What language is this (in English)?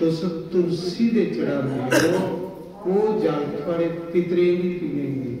Dogri